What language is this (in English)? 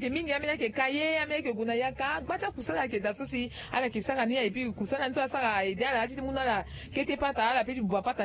Sango